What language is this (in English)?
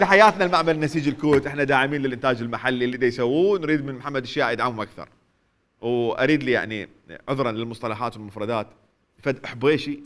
Mesopotamian Arabic